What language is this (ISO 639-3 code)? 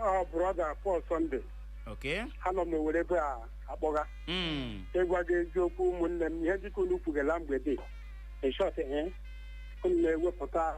ibo